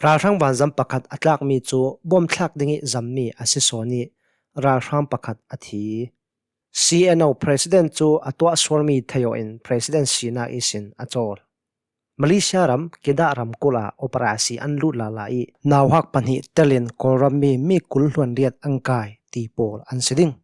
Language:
Hakha Chin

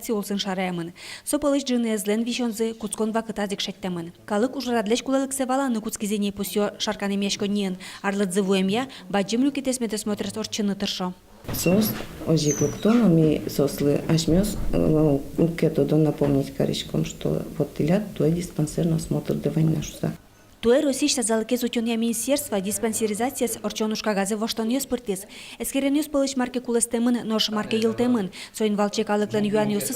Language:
Udmurt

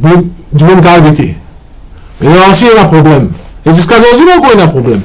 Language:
Morisyen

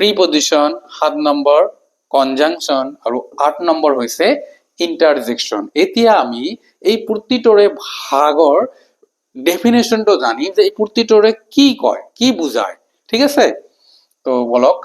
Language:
Assamese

